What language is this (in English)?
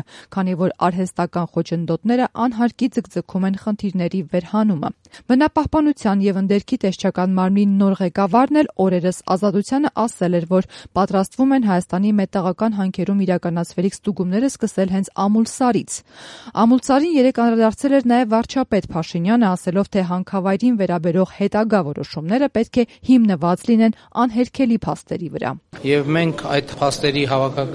Armenian